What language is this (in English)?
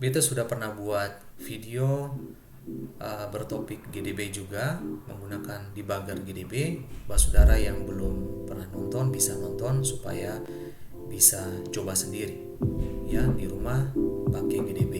Ambonese Malay